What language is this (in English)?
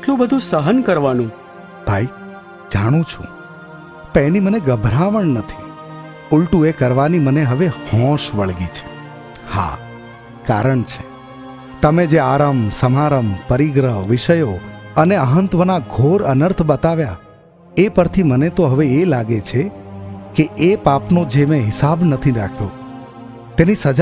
Gujarati